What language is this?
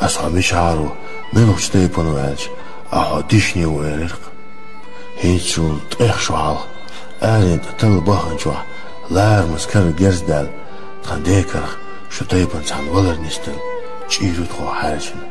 Chechen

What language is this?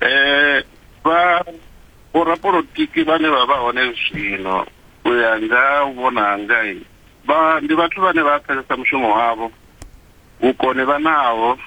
Venda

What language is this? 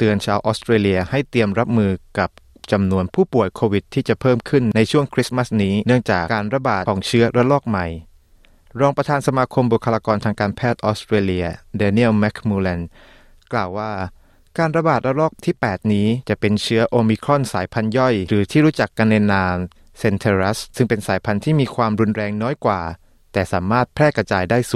Thai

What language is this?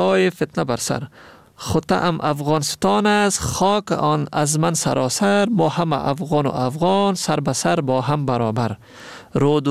Persian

